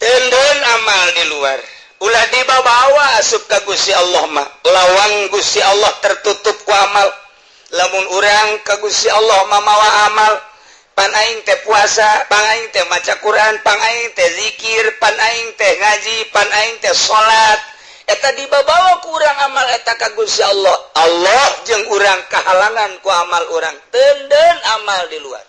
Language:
Sundanese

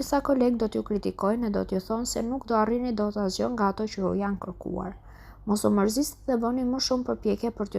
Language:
Albanian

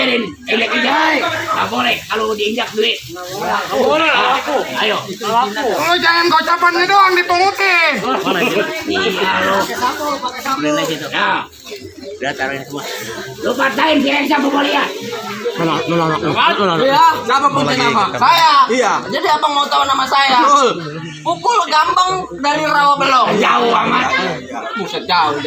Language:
Betawi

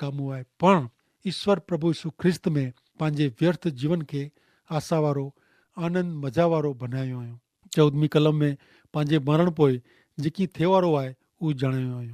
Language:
Kachhi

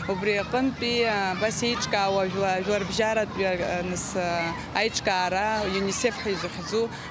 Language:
Abkhazian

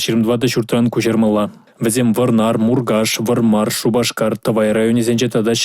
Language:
Chuvash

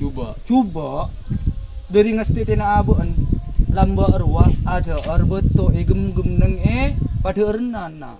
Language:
Madurese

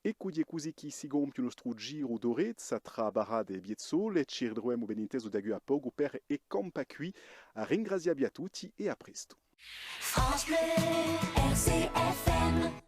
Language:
Corsican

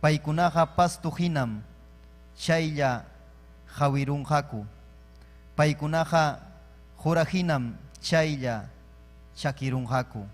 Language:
Ayacucho Quechua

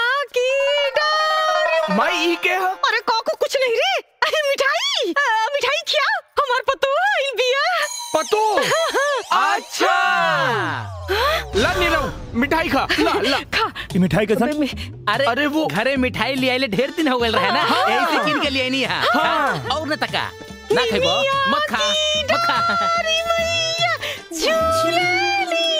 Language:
Bhojpuri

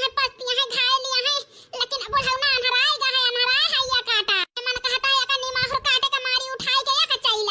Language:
Awadhi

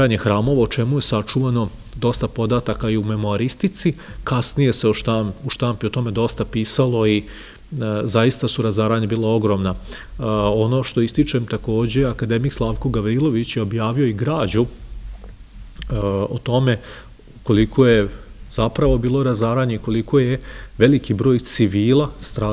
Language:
Serbian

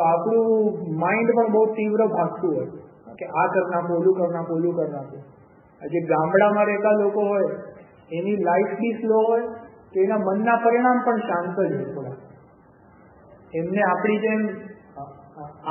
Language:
Gujarati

